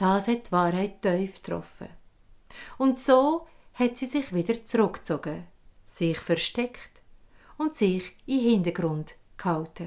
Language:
Swiss German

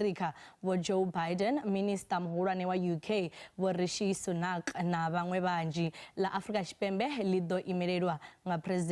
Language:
Venda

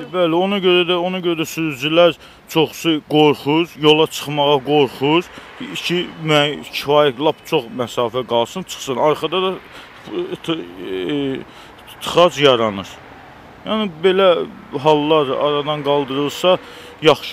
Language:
Azerbaijani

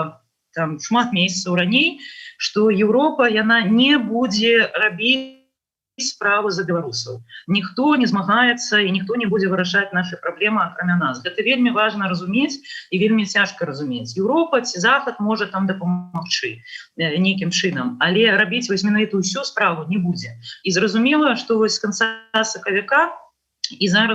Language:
Belarusian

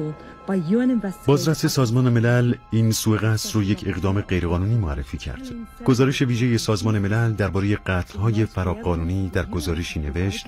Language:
Persian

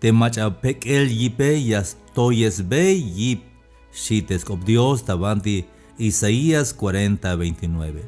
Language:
Tzeltal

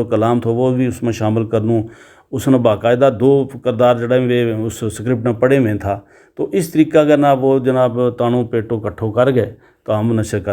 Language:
Gujari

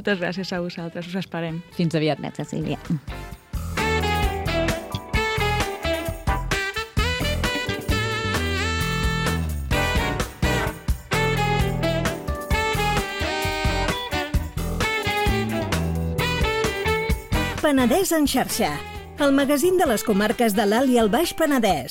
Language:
Catalan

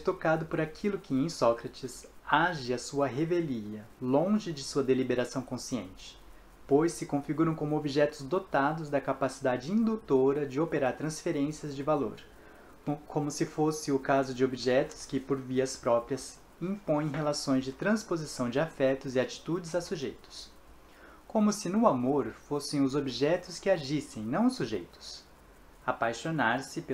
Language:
Portuguese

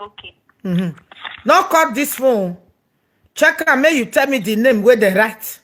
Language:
Nigerian Pidgin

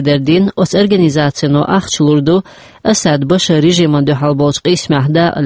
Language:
Chechen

